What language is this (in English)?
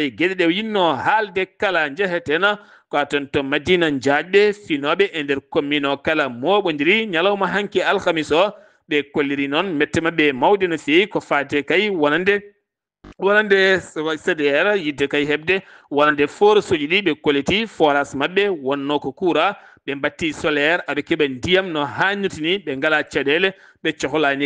Fula